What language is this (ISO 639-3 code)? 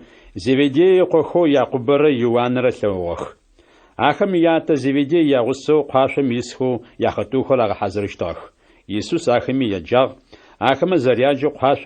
ady